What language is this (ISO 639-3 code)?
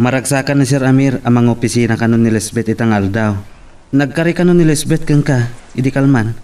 ilo